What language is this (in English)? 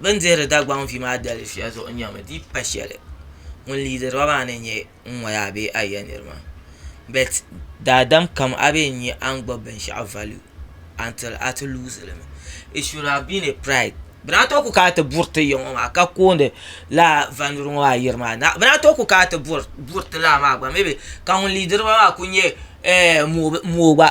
Dagbani